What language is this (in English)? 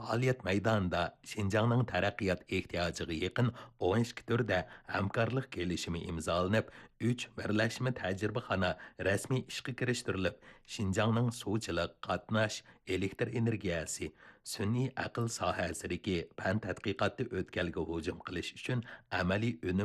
Uyghur